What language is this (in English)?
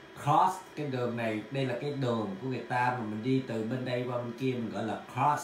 Vietnamese